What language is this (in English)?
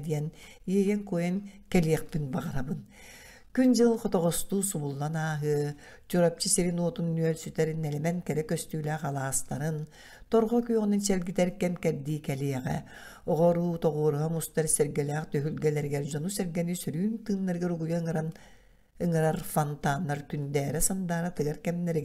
Yakut